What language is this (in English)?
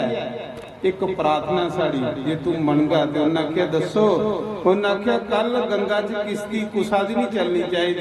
Dogri